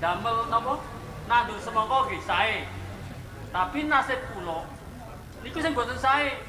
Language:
Javanese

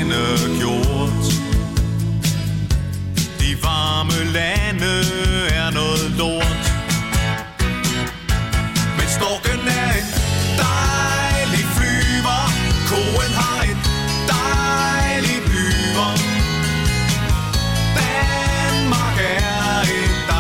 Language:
Danish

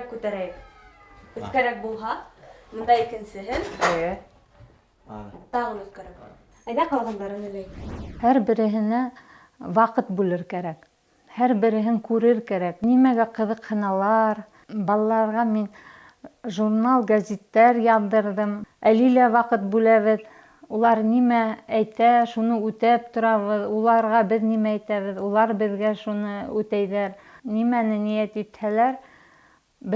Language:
Bashkir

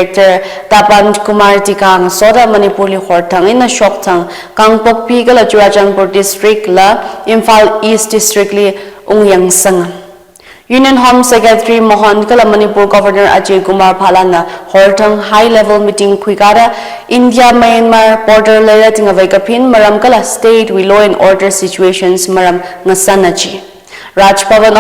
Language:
Tangkhul Naga (India)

